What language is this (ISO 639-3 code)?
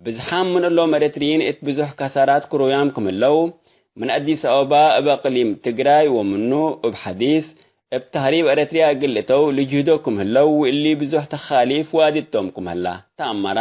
tig